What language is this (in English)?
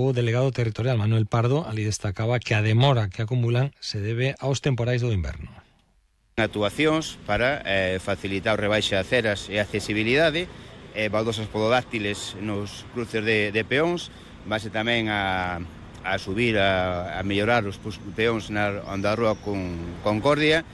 Galician